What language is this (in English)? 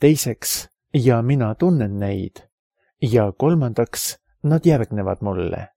Estonian